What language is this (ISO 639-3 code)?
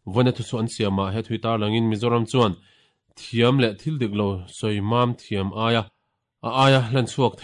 lus